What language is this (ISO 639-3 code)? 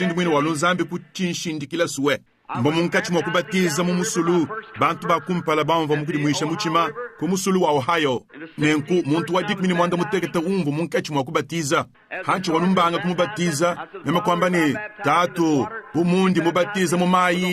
lua